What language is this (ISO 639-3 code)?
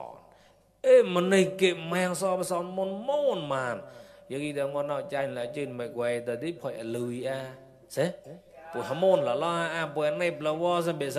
mnw